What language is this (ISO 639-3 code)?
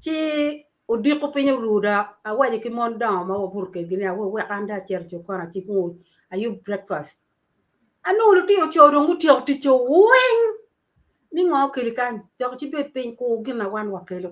ach